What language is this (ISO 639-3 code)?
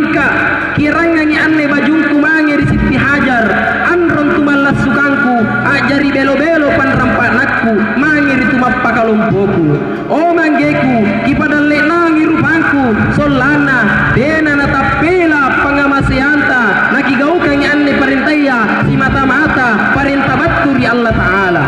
mak